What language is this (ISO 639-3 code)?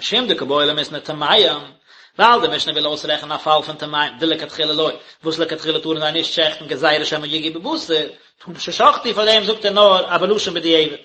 yid